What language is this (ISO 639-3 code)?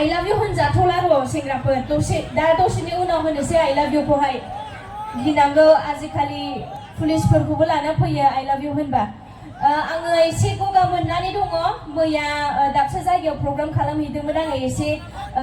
brx